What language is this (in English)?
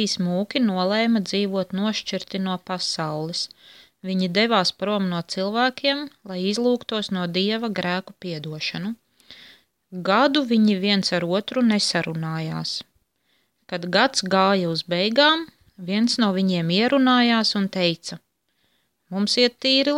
Latvian